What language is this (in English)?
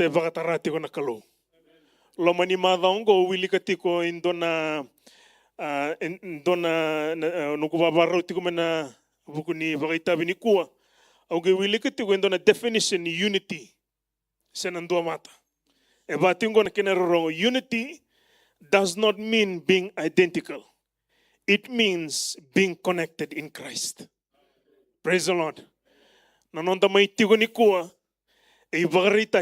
Fijian